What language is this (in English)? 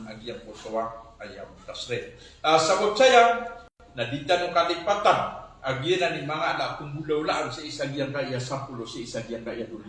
Maranao